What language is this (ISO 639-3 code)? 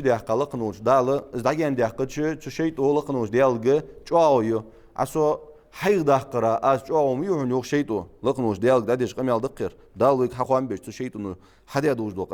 inh